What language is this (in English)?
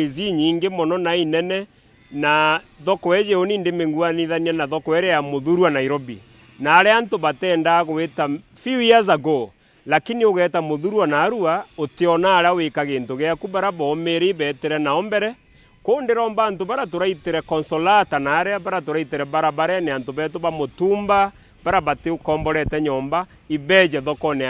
Meru